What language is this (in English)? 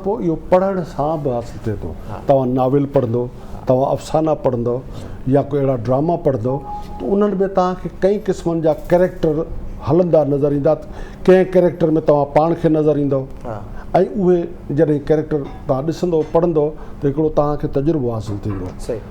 Sindhi